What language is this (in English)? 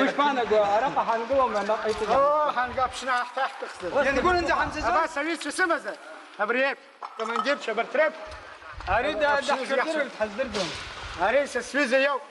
Abkhazian